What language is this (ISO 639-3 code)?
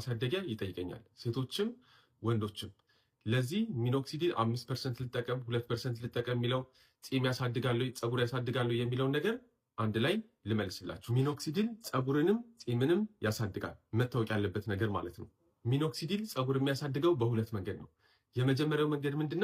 amh